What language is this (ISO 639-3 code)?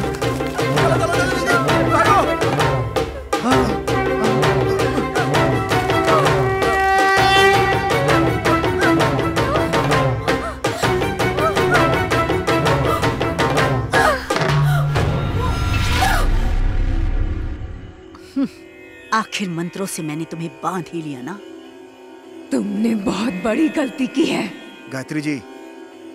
hin